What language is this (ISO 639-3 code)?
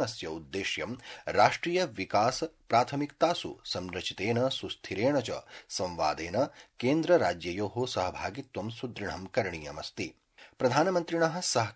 san